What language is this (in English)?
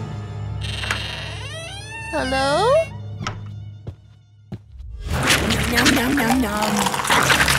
Dutch